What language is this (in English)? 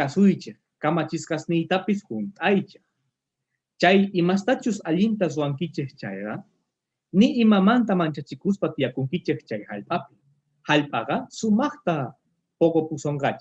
Quechua